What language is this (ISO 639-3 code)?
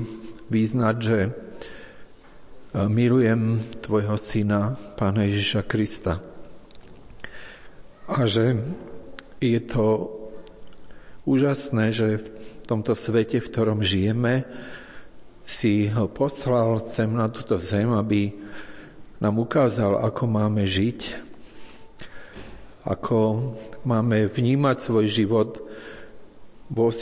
slk